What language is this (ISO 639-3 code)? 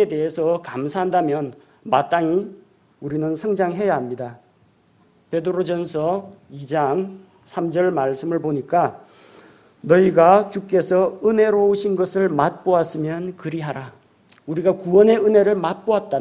kor